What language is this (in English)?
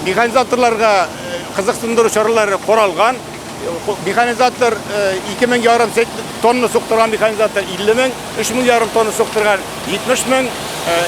Tatar